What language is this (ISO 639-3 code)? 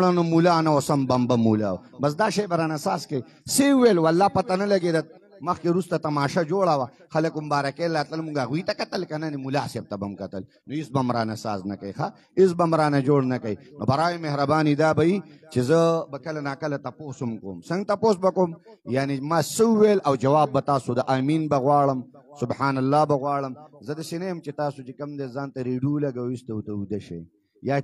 pus